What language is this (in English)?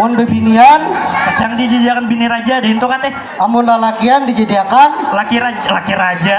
Banjar